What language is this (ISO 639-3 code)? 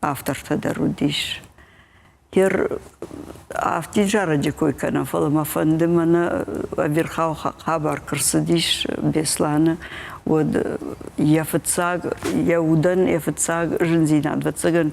oss